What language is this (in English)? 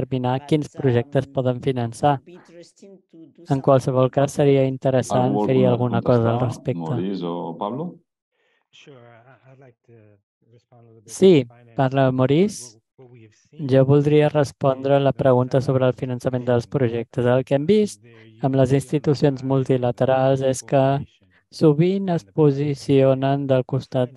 Catalan